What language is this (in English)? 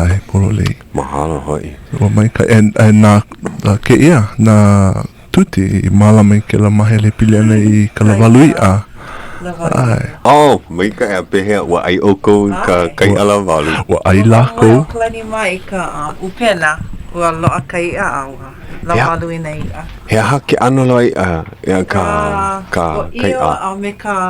Hawaiian